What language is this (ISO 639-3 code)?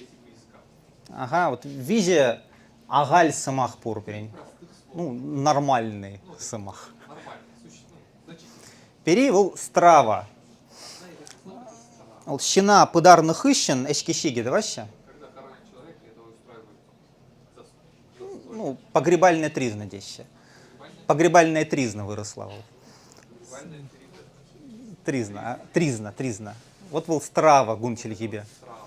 chv